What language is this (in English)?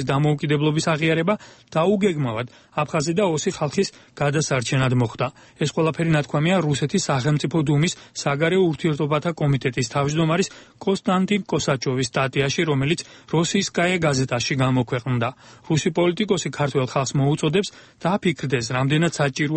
Georgian